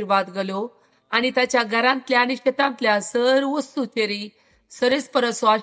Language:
Konkani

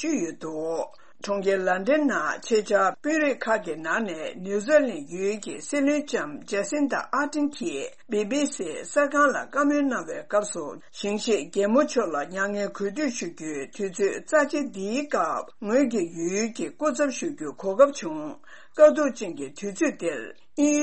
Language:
Tibetan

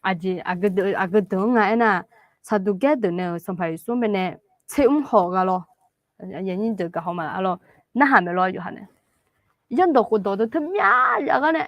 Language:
Akha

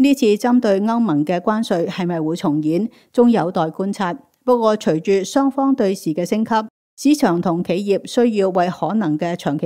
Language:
Cantonese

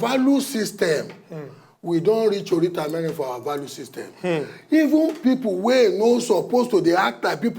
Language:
Nigerian Pidgin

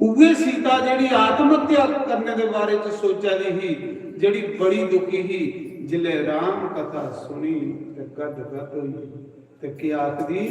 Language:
Dogri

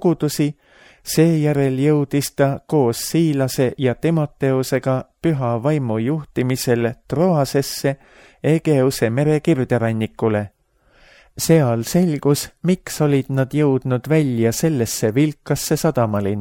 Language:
Estonian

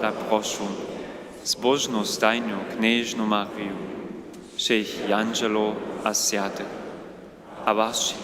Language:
Upper Sorbian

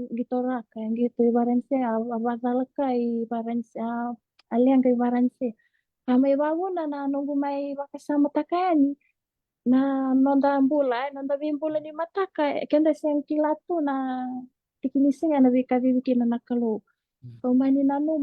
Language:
Fijian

